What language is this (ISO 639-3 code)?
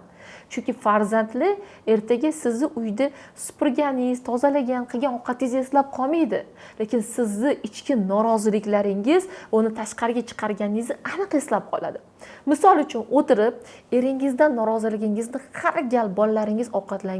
uzb